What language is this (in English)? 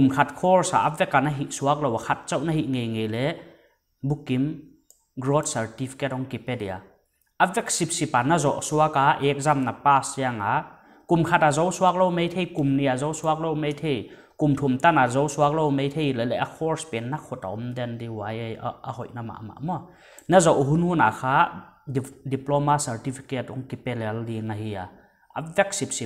Paite Chin